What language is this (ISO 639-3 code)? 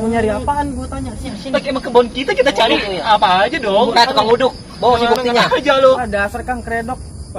bew